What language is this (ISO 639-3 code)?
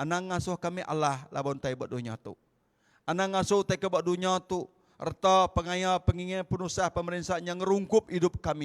iba